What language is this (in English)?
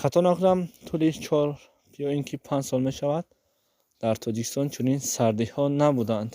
Tajik